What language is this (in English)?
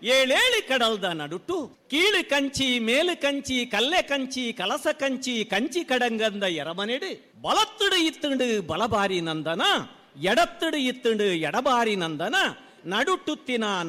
Tulu